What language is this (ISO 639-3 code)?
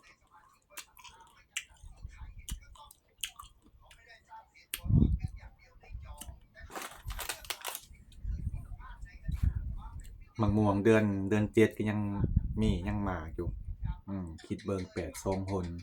lao